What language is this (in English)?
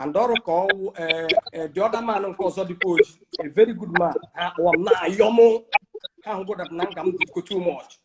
Igbo